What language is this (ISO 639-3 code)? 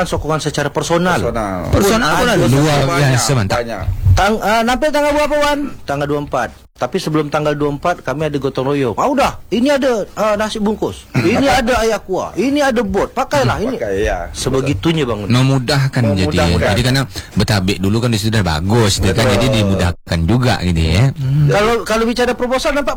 msa